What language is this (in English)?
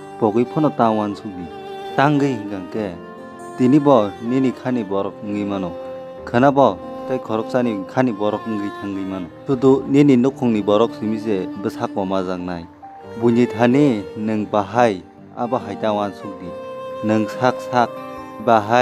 Kok Borok